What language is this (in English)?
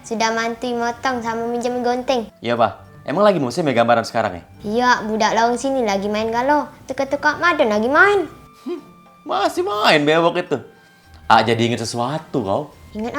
Musi